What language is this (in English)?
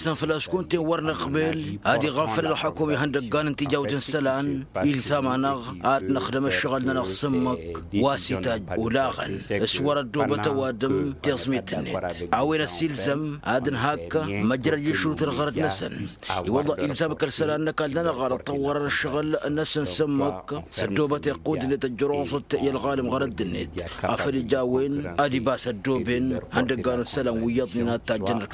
Tamasheq